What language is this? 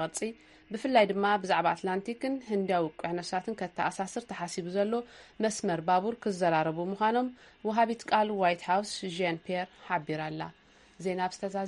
Tigrinya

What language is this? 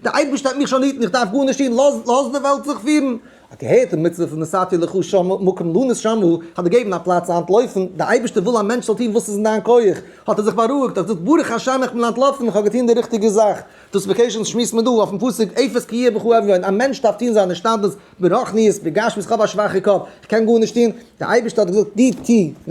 Yiddish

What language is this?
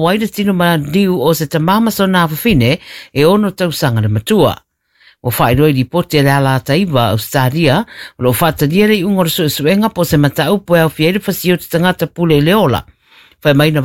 Samoan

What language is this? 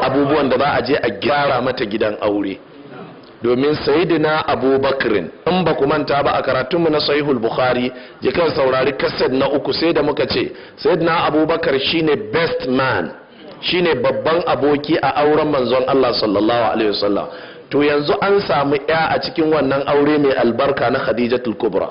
Hausa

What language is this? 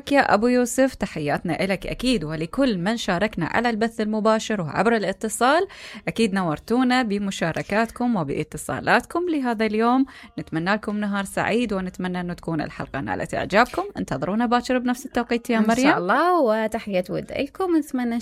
Mesopotamian Arabic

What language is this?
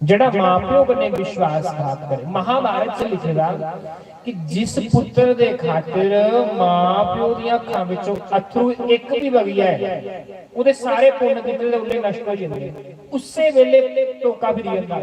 Dogri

